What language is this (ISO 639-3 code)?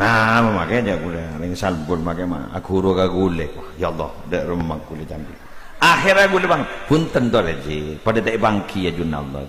mad